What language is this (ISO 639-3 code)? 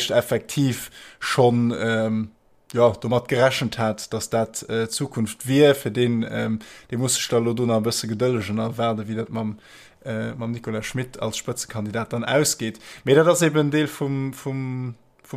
ltz